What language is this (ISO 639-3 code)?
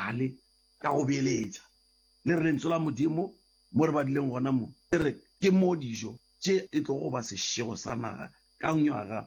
nso